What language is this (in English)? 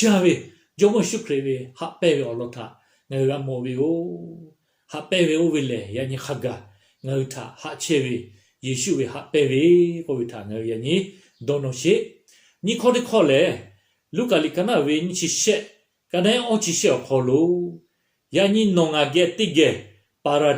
Lahu